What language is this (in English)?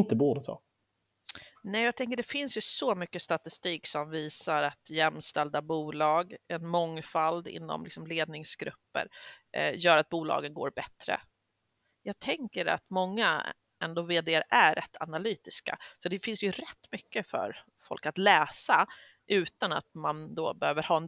Swedish